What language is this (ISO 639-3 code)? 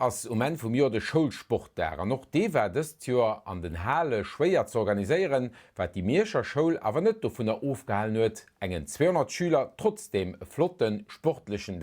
ltz